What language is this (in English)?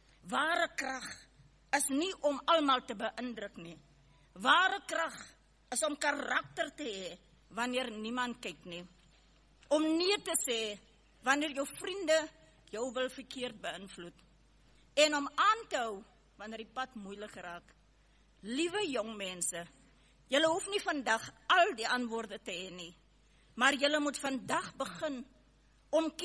Afrikaans